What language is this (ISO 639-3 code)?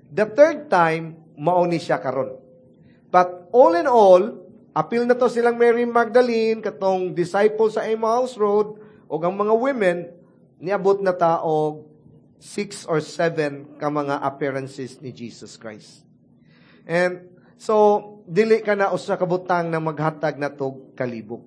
ceb